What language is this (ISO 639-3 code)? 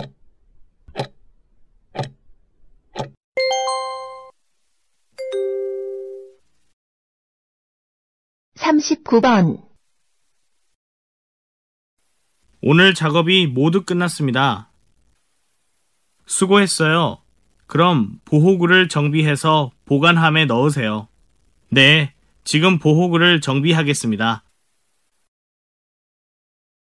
kor